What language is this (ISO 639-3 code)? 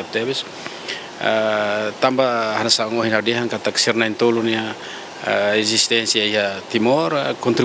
tet